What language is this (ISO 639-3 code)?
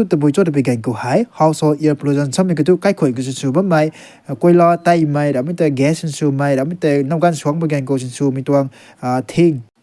nbu